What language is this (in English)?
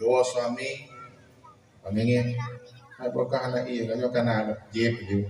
Achinese